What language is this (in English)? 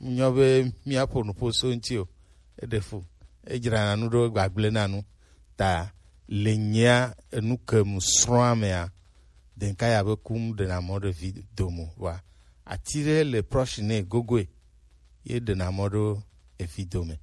Gen